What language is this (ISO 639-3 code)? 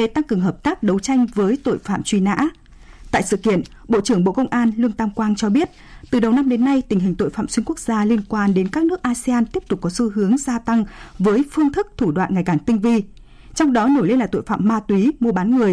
vie